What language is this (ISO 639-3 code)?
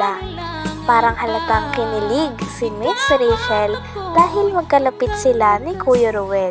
fil